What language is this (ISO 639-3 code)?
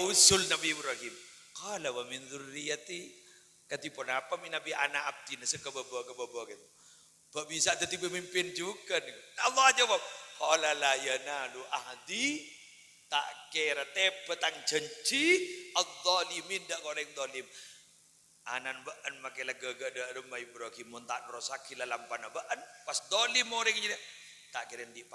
mad